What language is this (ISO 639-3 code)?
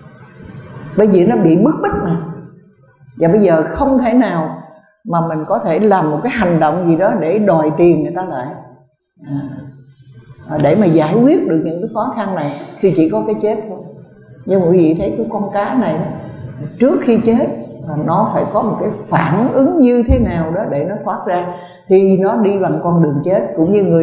vie